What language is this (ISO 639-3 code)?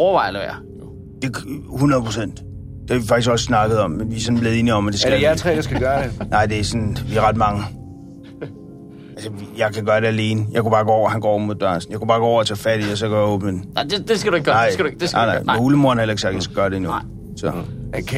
dan